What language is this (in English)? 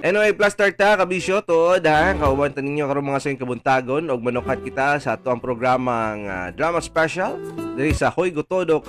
Cebuano